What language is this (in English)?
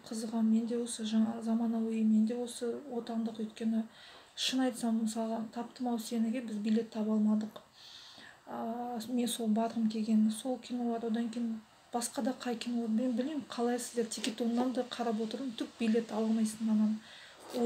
Kazakh